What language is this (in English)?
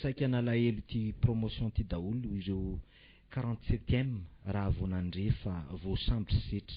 Malagasy